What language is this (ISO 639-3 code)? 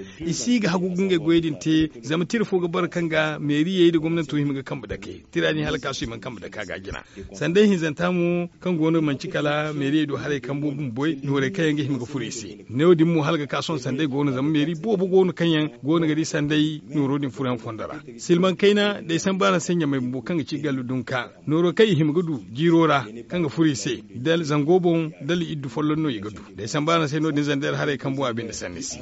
dje